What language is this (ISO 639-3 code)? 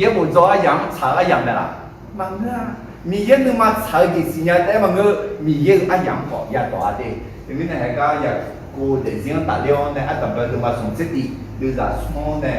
ahk